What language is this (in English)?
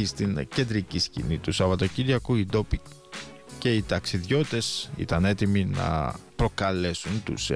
Greek